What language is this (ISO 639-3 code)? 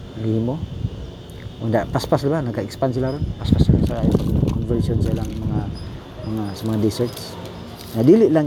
ceb